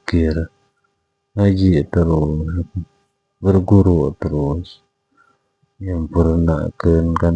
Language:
Sundanese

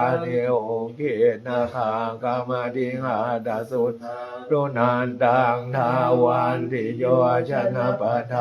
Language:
Pali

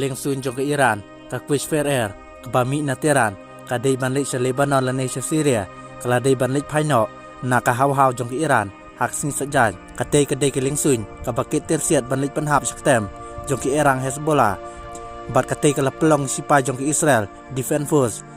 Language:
Khasi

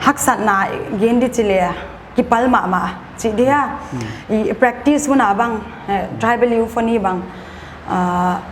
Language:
Paite Chin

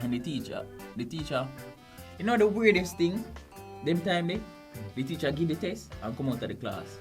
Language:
Jamaican Creole English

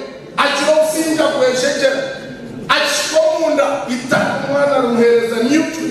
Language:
Nyankole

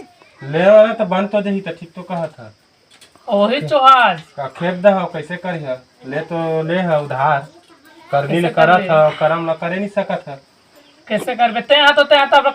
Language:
Chhattisgarhi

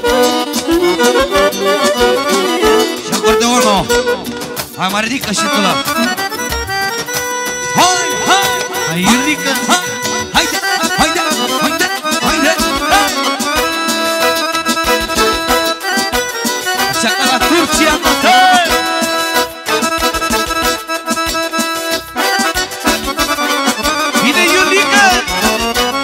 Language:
Romanian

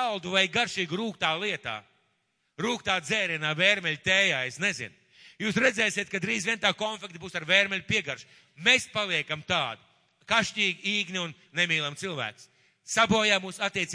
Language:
Latvian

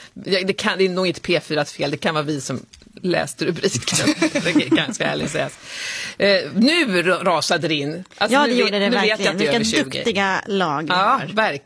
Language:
Swedish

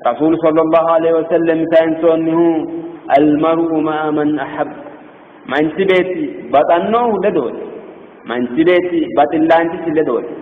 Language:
Sidamo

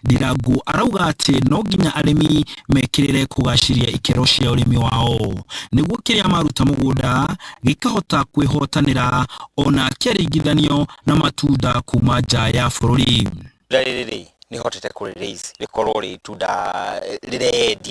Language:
Kikuyu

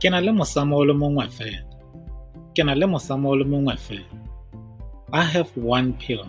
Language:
Tswana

